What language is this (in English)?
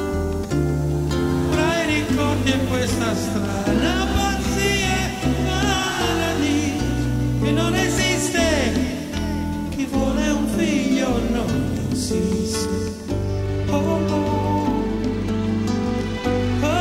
Italian